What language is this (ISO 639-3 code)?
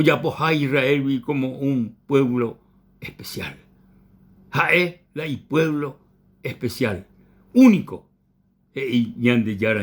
grn